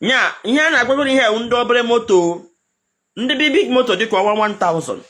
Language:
Igbo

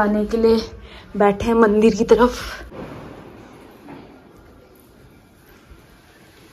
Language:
Hindi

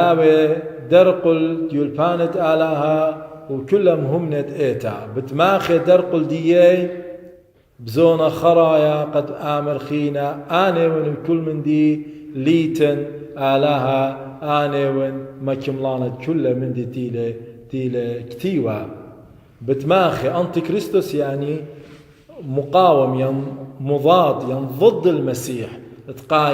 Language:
Assyrian Neo-Aramaic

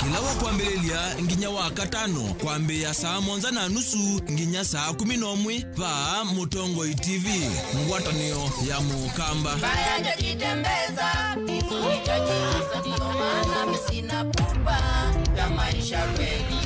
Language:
Kamba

